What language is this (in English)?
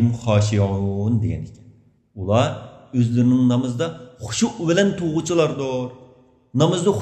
Uyghur